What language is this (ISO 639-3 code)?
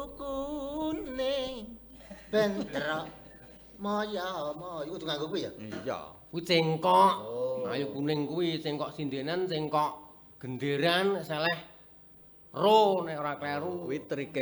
jav